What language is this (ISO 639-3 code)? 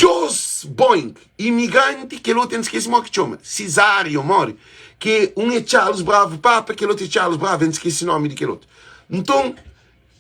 kea